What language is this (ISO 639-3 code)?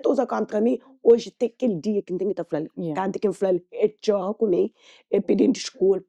kea